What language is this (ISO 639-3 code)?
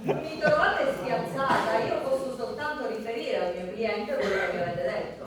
scn